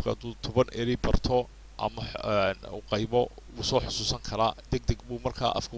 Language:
Somali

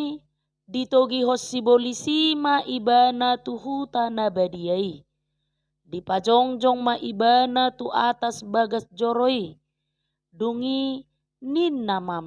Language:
Batak Toba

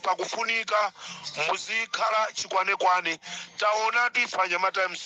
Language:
Nyanja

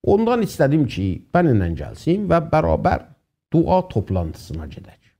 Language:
South Azerbaijani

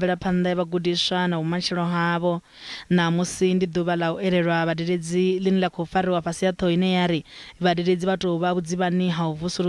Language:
Venda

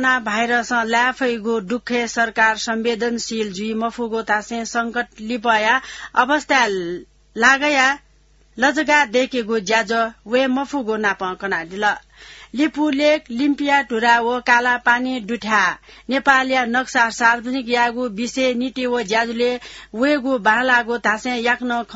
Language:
Newari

